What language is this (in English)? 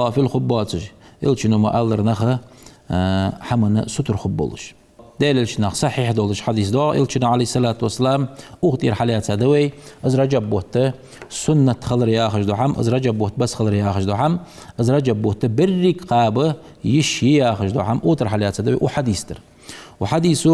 Ingush